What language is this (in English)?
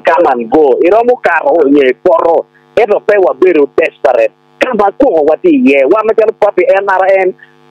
Acoli